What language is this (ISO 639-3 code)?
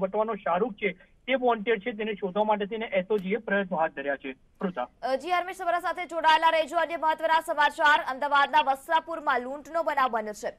guj